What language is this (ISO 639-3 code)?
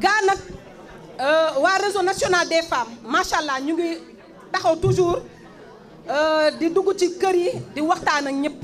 wol